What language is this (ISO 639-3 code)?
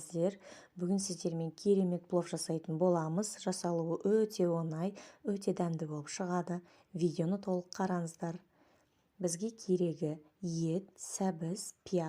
kaz